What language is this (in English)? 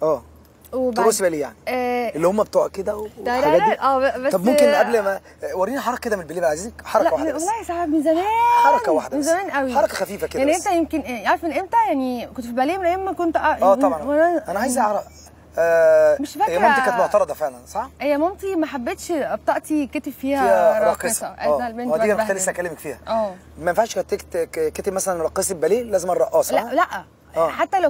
Egyptian Arabic